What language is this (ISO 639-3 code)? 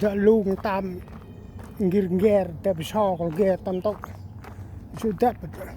cmo